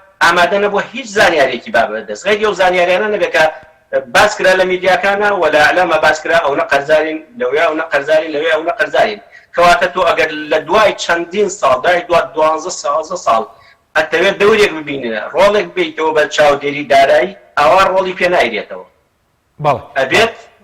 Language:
Central Kurdish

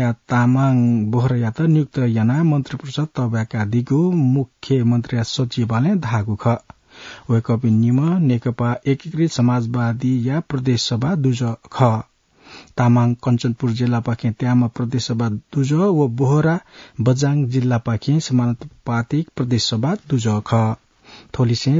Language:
Newari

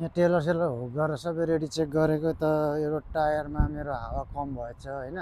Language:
Nepali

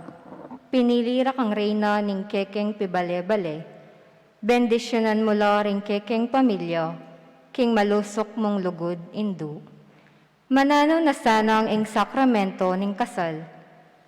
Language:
Pampanga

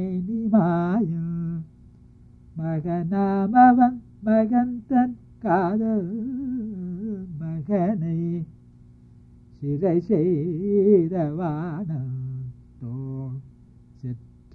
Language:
Tamil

